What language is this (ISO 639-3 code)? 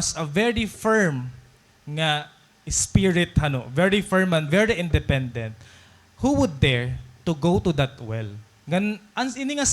war